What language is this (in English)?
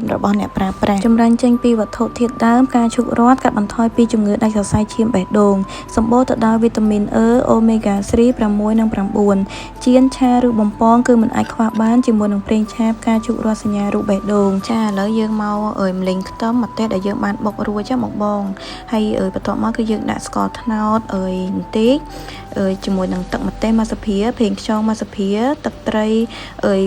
Khmer